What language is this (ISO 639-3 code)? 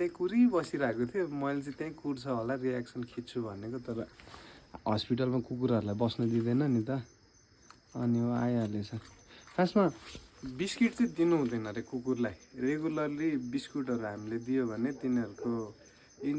nep